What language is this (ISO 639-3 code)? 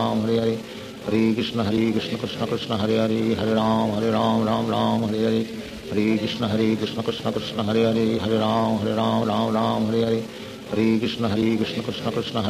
hin